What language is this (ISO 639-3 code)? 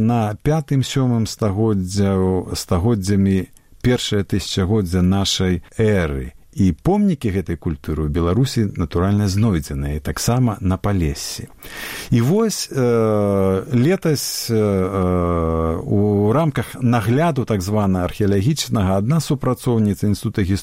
bel